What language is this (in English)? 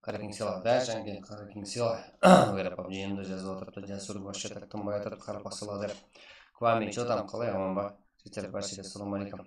Kara-Kalpak